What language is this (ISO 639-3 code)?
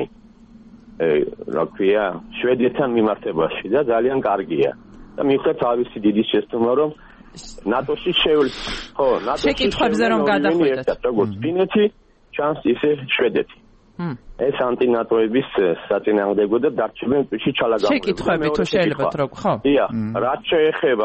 kat